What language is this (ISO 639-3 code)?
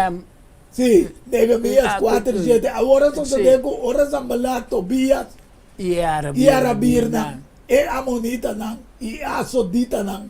pap